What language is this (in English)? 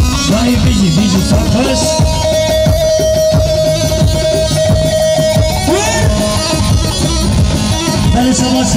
Persian